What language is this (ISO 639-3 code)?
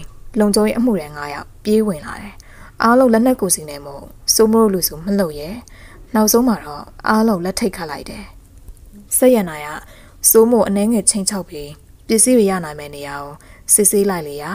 mya